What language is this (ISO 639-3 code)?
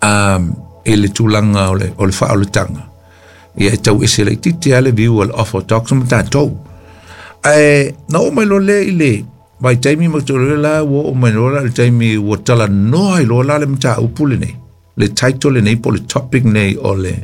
smo